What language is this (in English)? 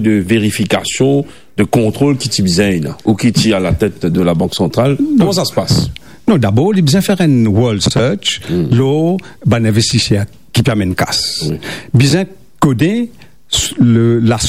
Morisyen